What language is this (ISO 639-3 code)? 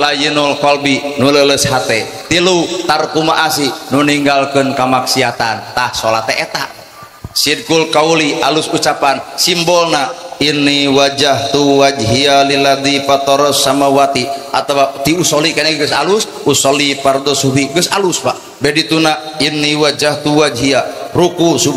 sun